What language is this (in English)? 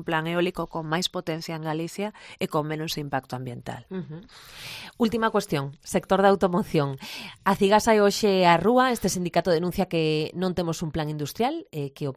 Galician